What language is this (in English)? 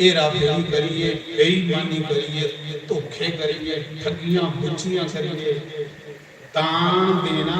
Dogri